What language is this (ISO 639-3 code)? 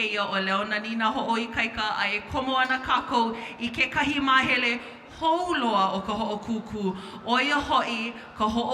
haw